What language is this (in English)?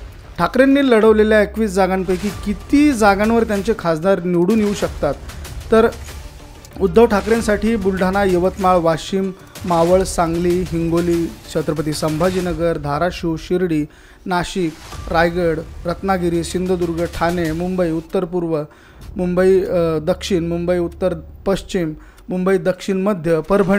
Marathi